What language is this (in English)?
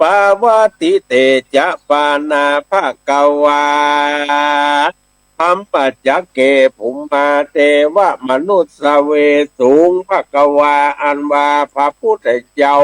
Northern Thai